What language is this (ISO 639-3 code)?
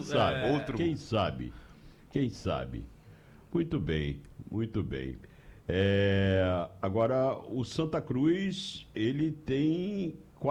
por